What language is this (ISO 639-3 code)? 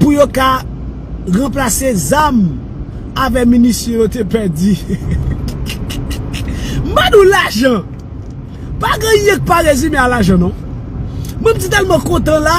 hat